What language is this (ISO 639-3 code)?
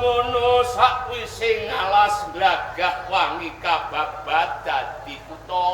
jav